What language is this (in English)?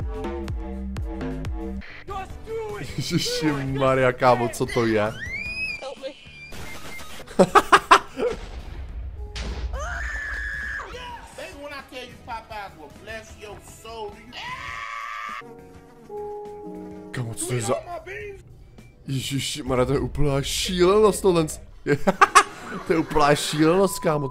Czech